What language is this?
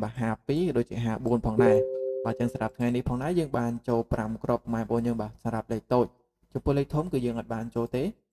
Khmer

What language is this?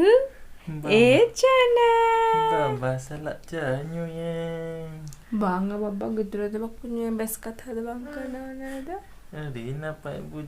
Santali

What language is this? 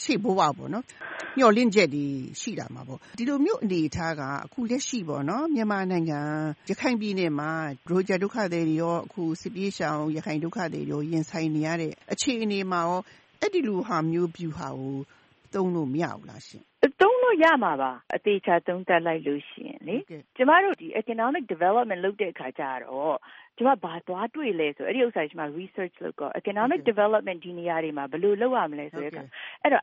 Burmese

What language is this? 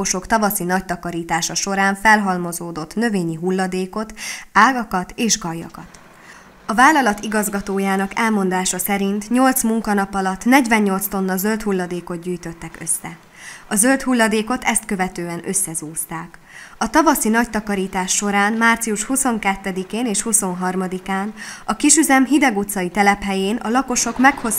Hungarian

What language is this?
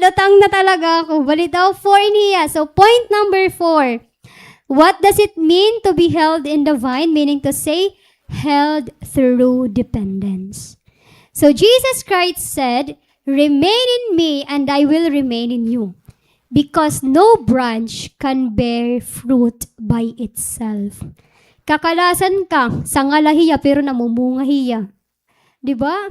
Waray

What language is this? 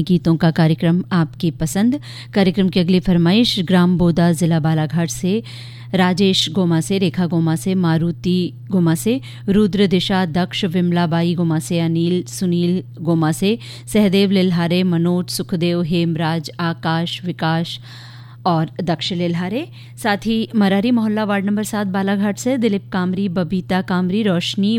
Hindi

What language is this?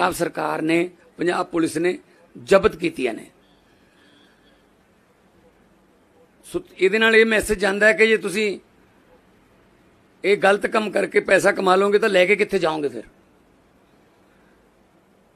Punjabi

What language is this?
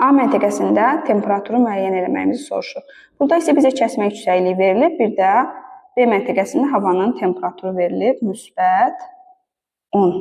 Azerbaijani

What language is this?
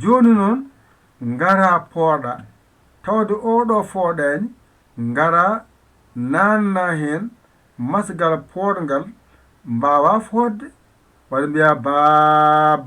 Fula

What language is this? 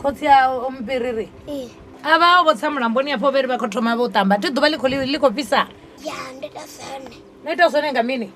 Venda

